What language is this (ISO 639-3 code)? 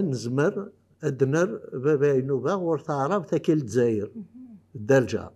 kab